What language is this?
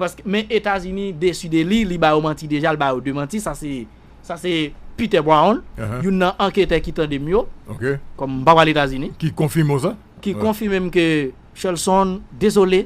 Haitian Creole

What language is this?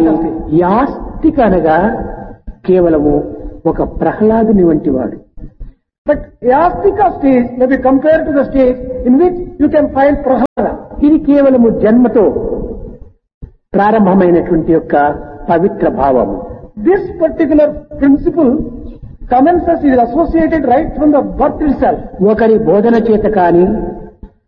Telugu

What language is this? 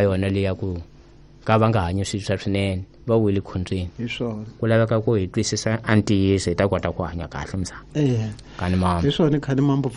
Tsonga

